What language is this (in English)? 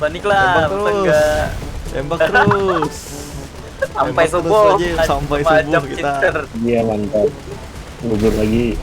Banjar